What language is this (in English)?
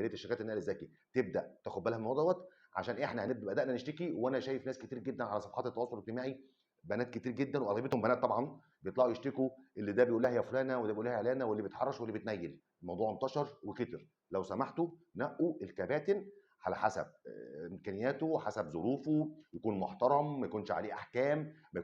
Egyptian Arabic